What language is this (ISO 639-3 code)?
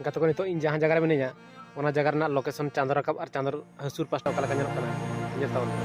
sat